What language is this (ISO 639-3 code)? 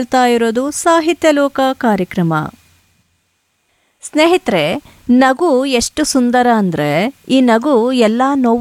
kan